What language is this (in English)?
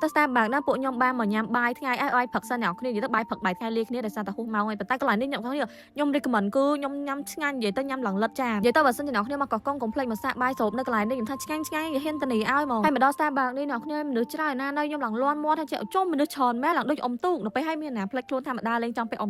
Khmer